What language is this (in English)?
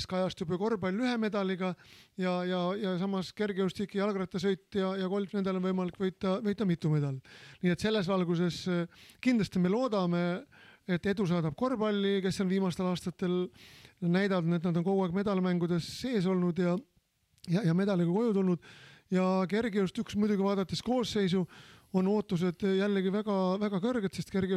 Estonian